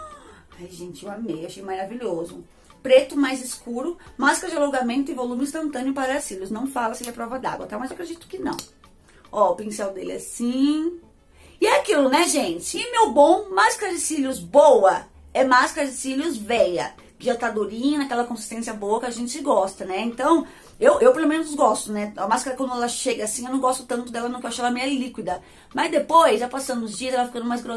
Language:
Portuguese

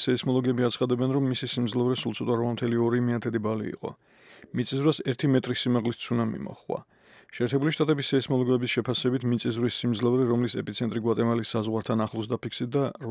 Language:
Georgian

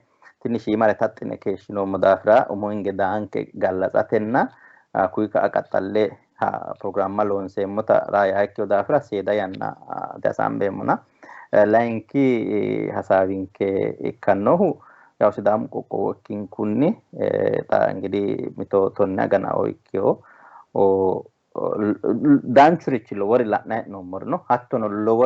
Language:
Sidamo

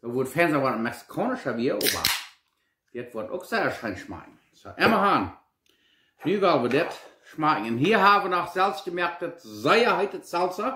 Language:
Plautdietsch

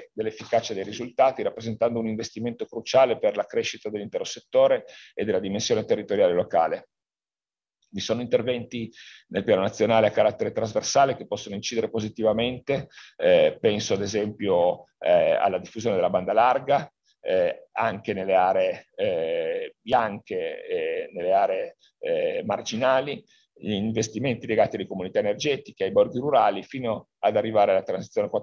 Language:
Italian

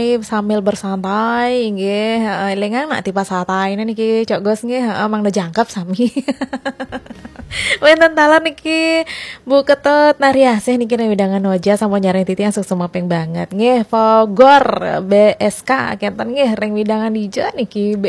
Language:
Balinese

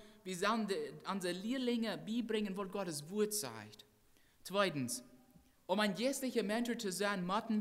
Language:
Plautdietsch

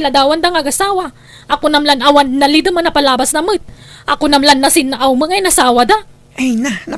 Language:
Iloko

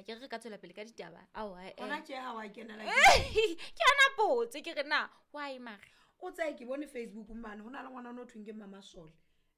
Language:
Southern Sotho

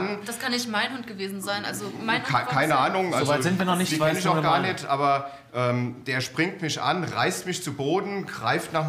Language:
German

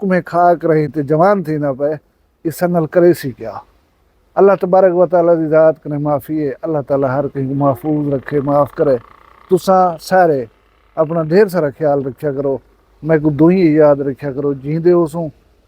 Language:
Saraiki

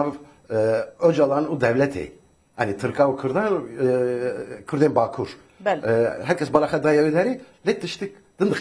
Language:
Kurdish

